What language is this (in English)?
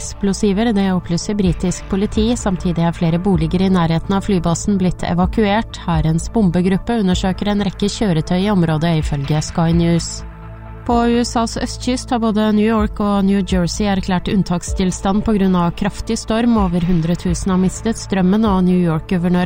Norwegian